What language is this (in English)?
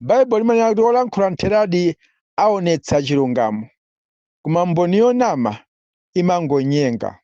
Nyanja